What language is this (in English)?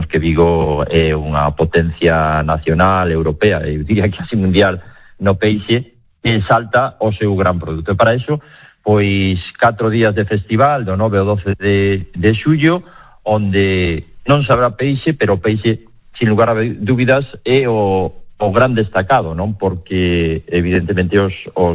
Galician